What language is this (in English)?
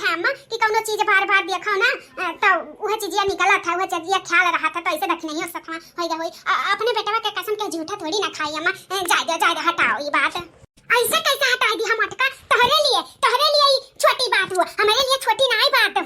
Bhojpuri